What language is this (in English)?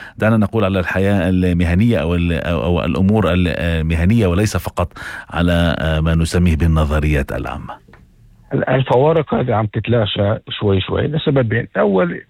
North Levantine Arabic